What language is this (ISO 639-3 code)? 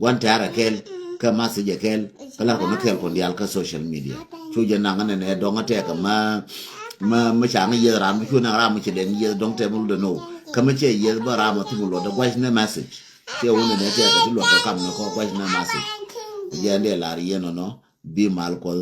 nus